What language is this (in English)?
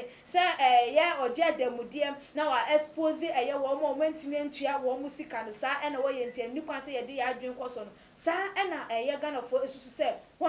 Akan